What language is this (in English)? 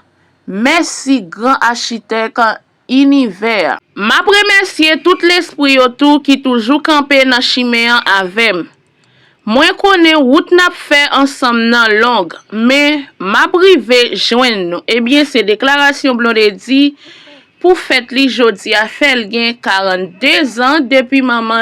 Haitian Creole